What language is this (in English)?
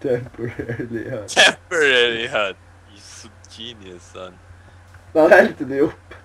Faroese